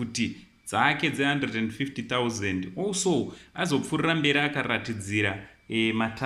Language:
Shona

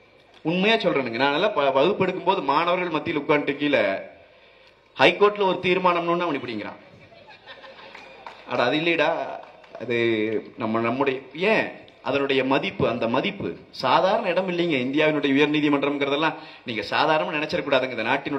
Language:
Tamil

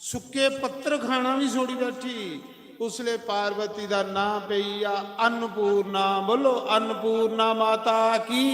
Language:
Dogri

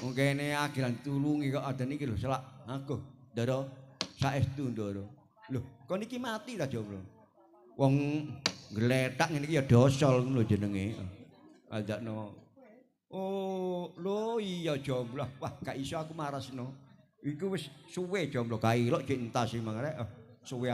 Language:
Javanese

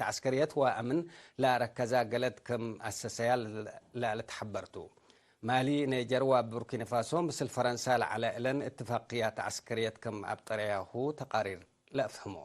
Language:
Tigre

